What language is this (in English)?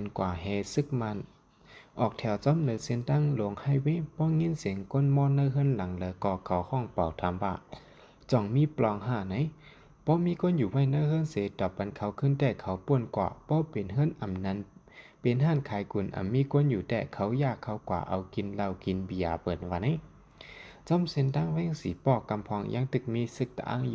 Shan